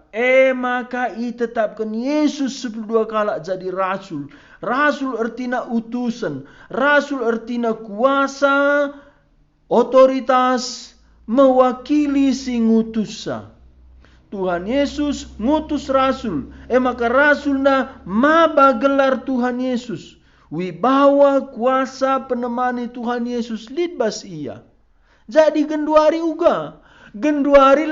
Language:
Batak Karo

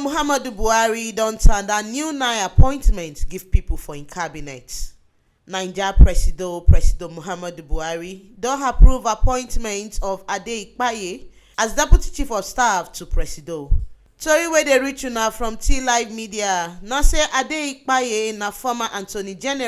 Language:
Nigerian Pidgin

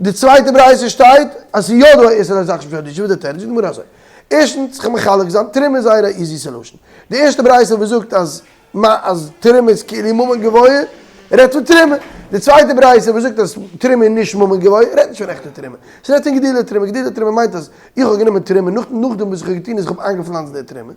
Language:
Yiddish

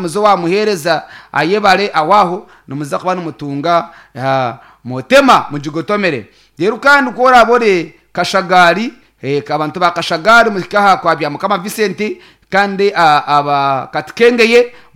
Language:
Nyankole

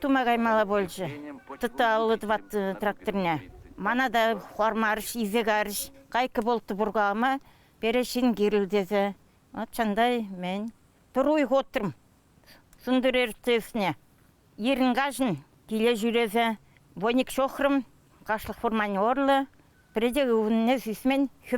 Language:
Chuvash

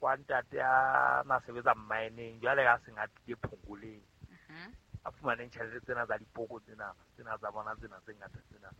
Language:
Southern Sotho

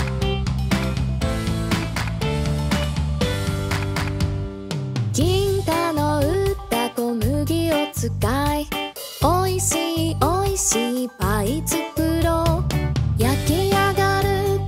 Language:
Japanese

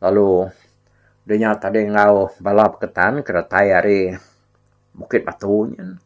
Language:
Iban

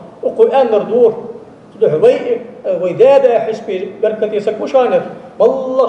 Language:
Ingush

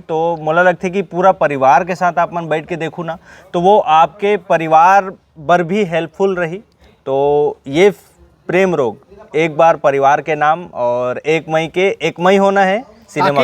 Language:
Chhattisgarhi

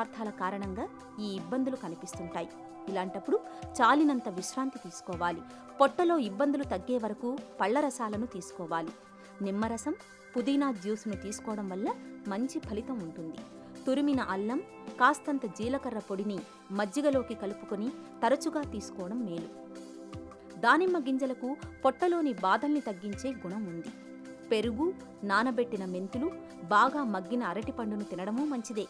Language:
Telugu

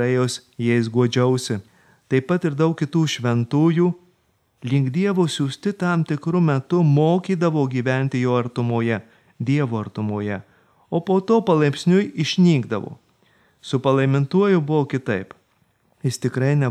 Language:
Lithuanian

